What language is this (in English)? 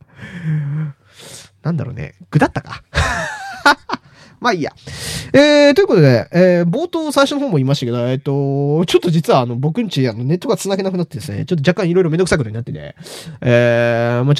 Japanese